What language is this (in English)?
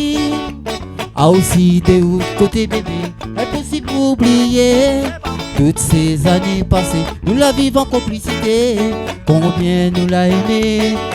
Réunion Creole French